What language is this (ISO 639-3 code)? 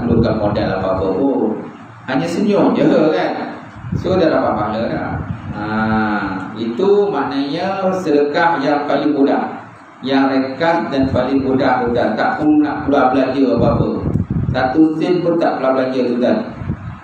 msa